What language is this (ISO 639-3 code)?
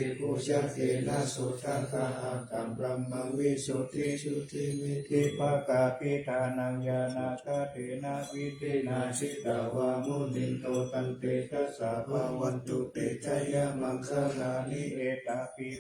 pli